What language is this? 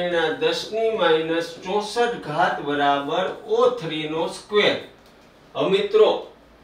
Gujarati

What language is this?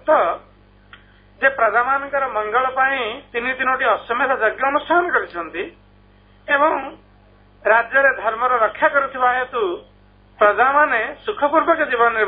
Odia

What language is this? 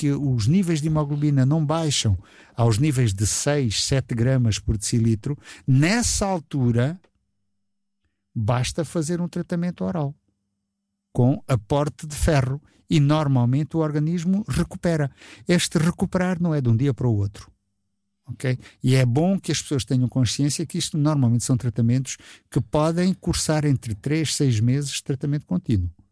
Portuguese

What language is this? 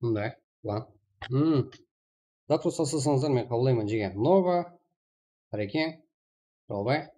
Kara-Kalpak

